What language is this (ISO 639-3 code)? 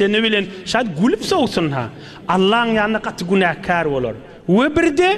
tuk